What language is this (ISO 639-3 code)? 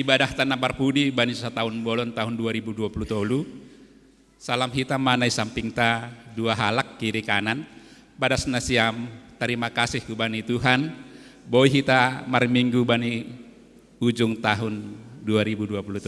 bts